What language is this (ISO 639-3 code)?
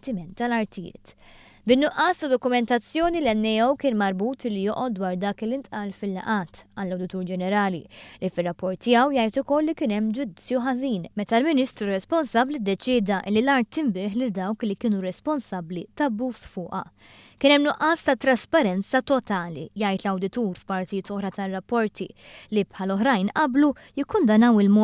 mlt